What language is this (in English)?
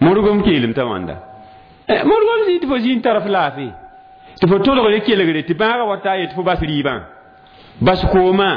Mossi